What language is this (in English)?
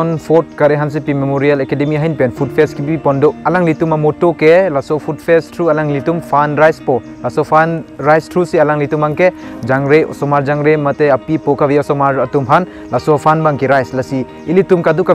Karbi